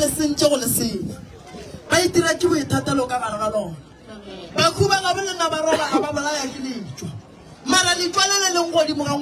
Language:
Northern Sotho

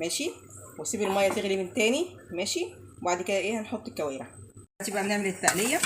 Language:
Egyptian Arabic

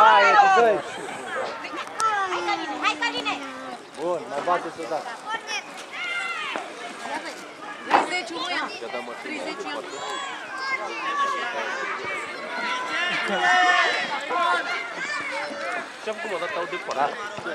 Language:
Romanian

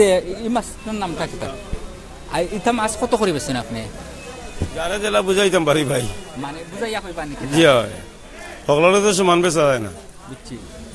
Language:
Sylheti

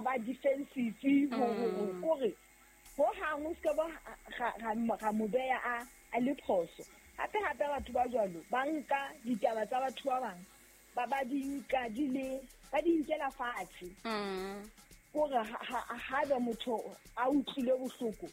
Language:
Southern Sotho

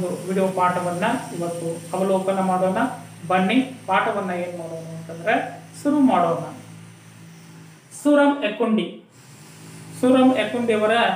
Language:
Kannada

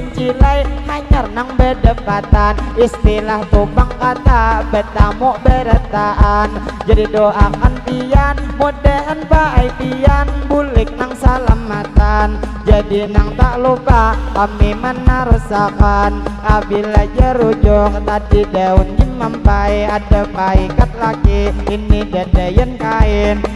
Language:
Banjar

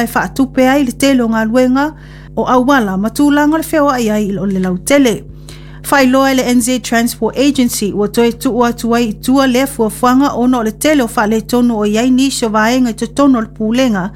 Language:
Samoan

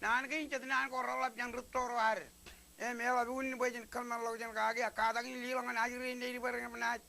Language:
Marshallese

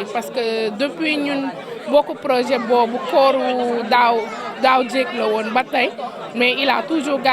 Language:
Wolof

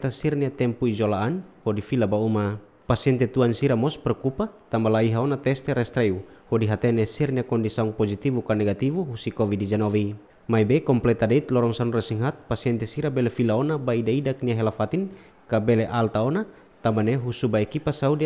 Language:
Tetum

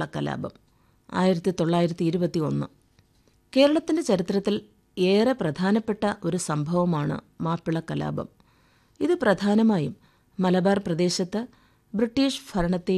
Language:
Malayalam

